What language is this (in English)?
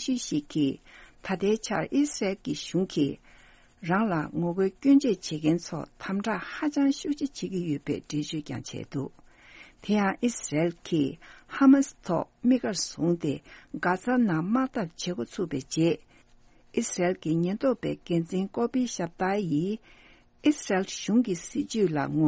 Tibetan